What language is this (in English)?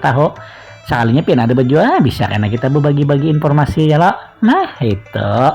Banjar